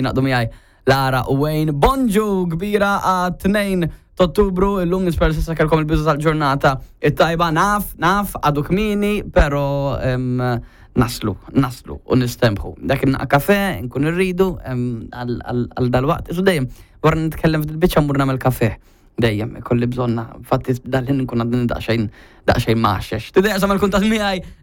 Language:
Maltese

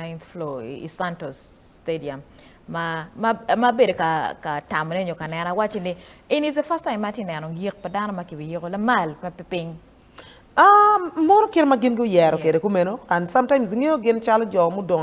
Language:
Acoli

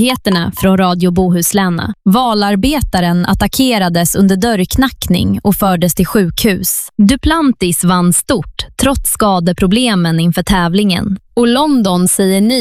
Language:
Swedish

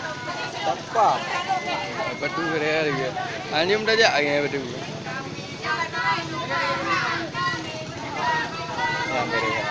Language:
Malay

